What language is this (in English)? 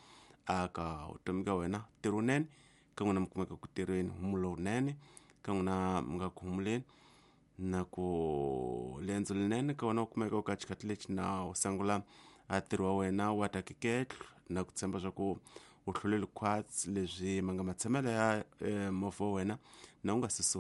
Tsonga